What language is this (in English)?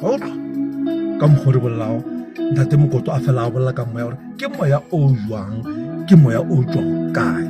Northern Sotho